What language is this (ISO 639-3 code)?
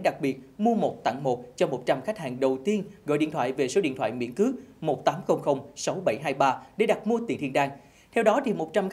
vie